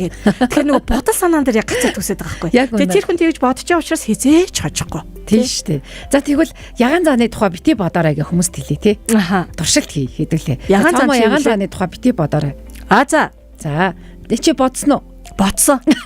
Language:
Mongolian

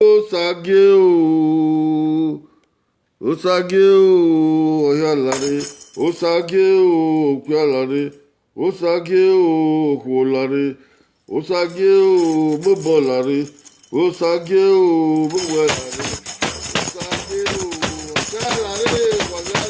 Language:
Bini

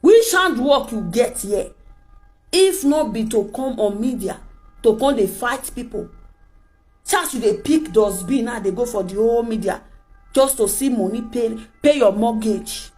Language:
Nigerian Pidgin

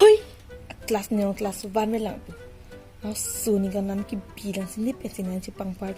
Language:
Karbi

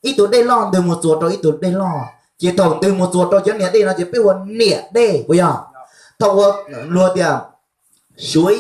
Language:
Hmong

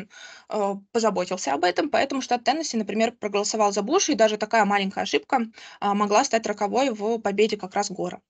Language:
Russian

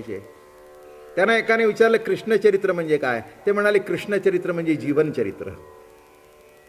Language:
Marathi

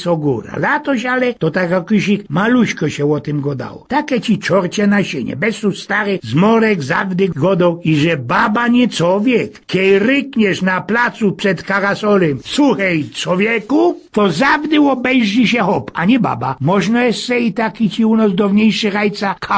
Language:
Silesian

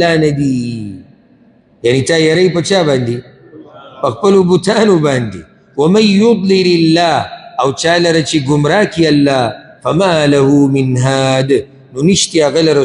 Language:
Pashto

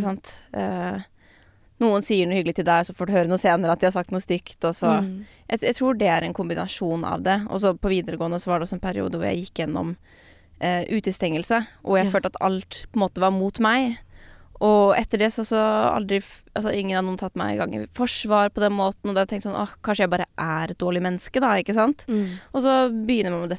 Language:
Norwegian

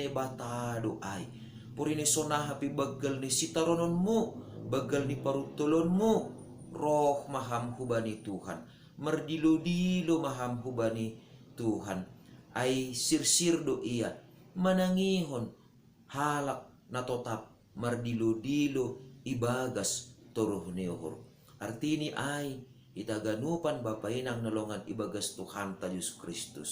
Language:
Batak Simalungun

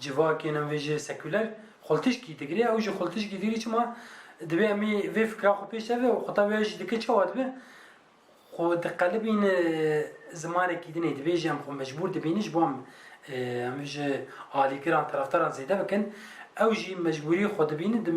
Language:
Kurdish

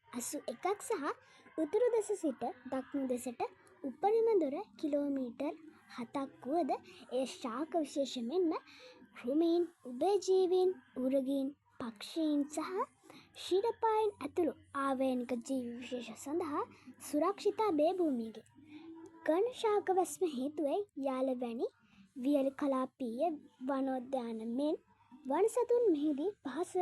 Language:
Sinhala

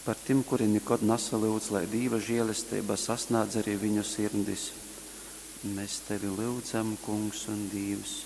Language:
Latgalian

